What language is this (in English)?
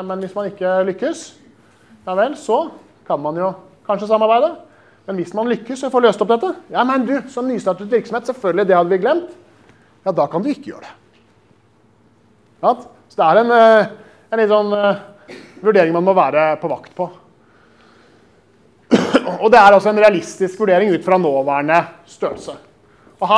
Norwegian